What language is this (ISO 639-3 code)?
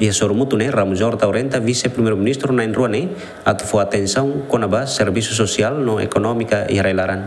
tet